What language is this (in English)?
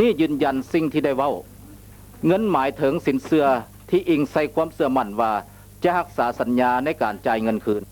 Lao